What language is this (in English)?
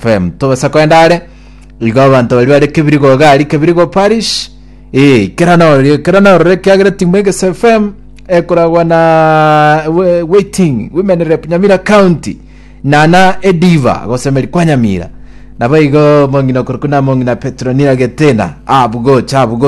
Gusii